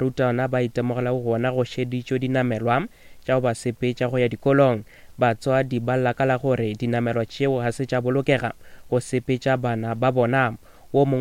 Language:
Northern Sotho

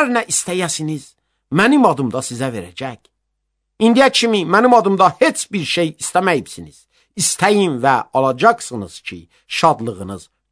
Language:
Azerbaijani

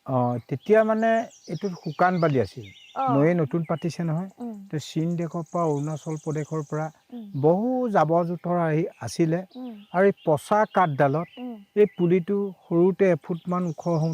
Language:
Assamese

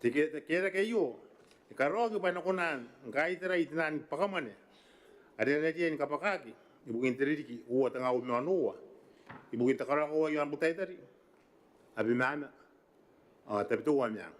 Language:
Gilbertese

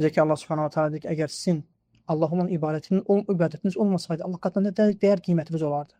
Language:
Azerbaijani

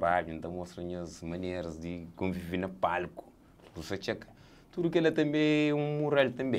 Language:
Kabuverdianu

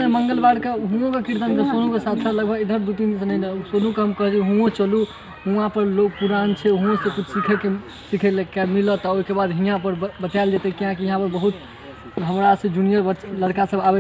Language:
Maithili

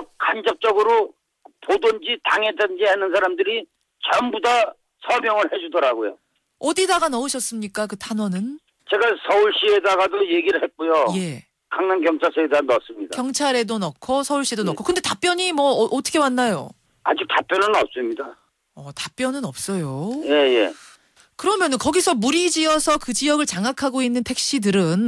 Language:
Korean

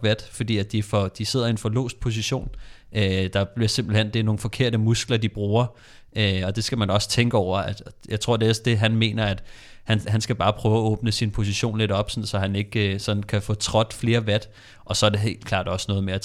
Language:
Danish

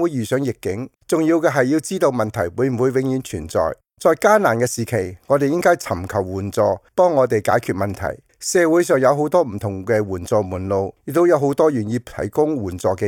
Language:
Cantonese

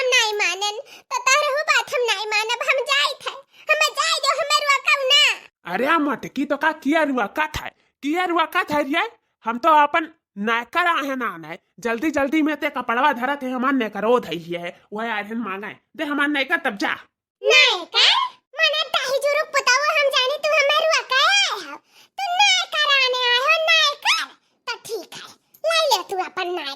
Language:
Awadhi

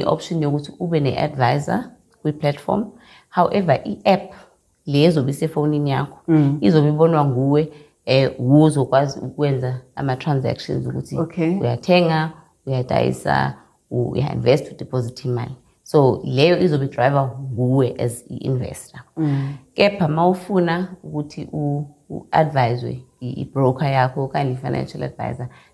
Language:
Xhosa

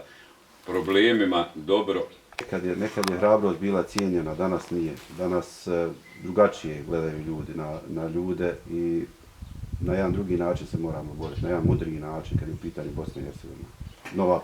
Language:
Bosnian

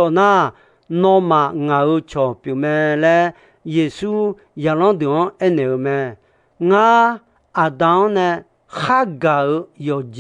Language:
Akha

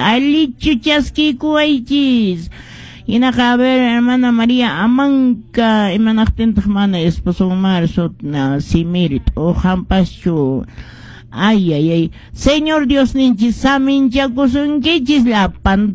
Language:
Quechua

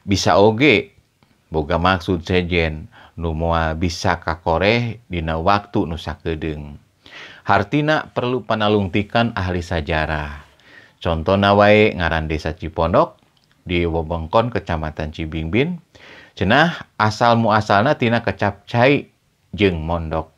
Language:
Sundanese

